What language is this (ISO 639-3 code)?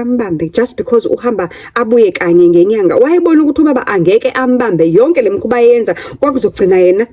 zul